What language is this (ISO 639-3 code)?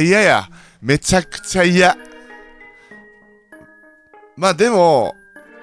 jpn